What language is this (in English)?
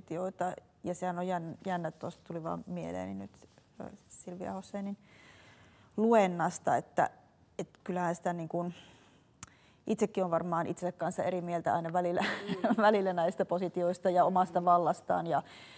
Finnish